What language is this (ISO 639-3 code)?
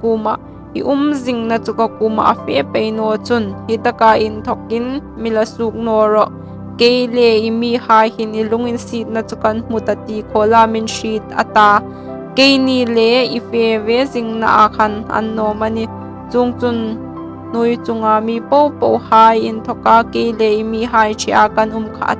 hmr